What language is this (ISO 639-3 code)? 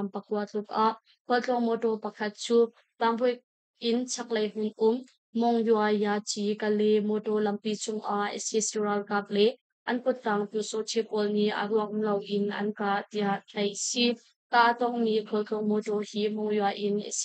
cnh